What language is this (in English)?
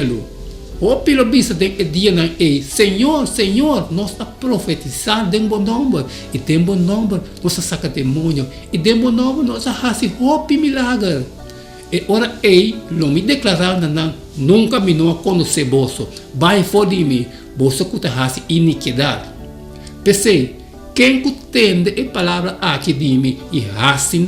Papiamento